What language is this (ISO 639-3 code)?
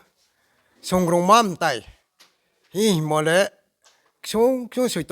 ria